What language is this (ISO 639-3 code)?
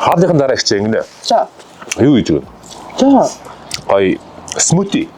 mon